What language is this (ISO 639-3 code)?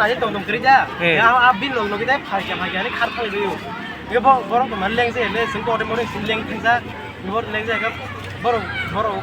trp